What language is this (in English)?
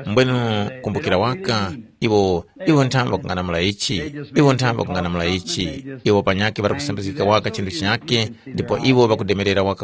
Tumbuka